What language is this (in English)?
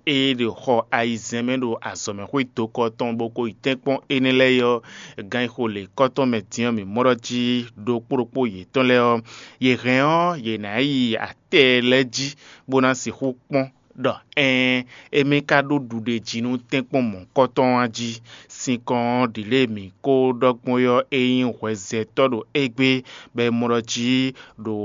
Fon